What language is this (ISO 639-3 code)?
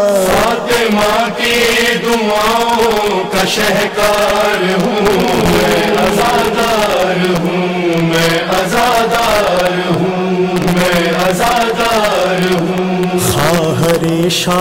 urd